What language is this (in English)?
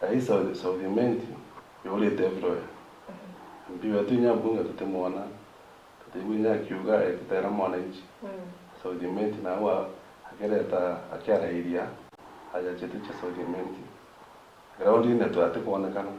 Meru